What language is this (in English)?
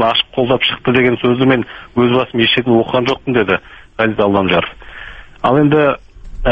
Kazakh